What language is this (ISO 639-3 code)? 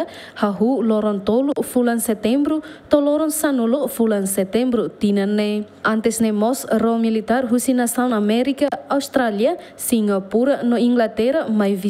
tet